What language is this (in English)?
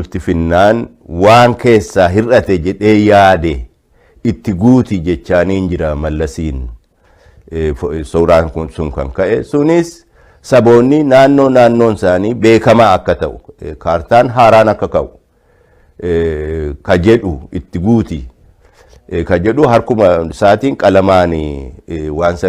Oromo